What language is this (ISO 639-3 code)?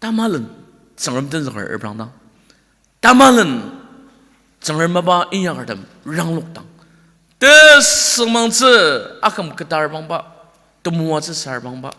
njo